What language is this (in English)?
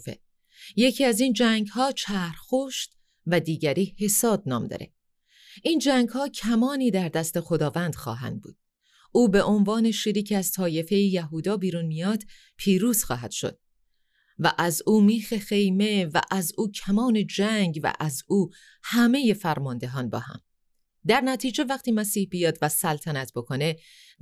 Persian